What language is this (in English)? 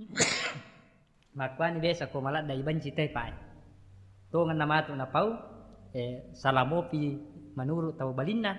Buginese